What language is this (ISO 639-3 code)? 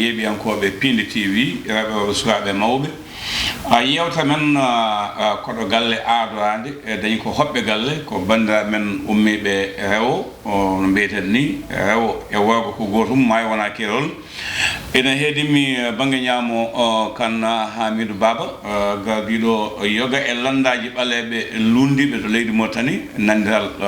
ful